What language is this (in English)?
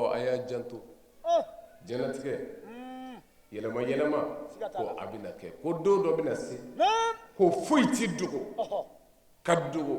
Bambara